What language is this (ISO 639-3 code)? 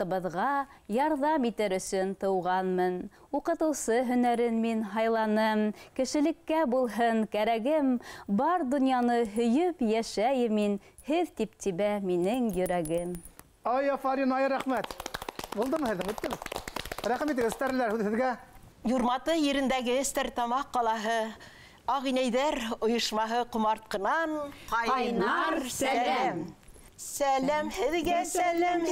bak